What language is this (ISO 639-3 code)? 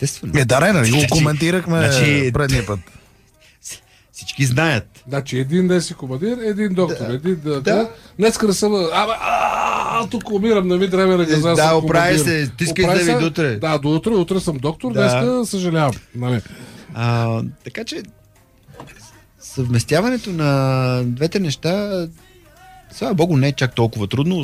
bul